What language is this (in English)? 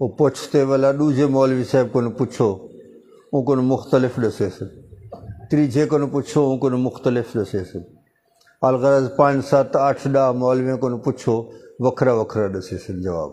Saraiki